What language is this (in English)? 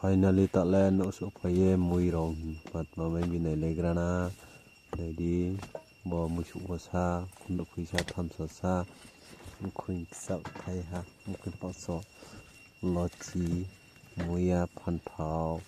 Riang (India)